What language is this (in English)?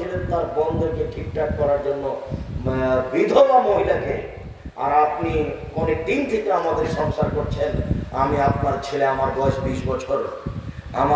Bangla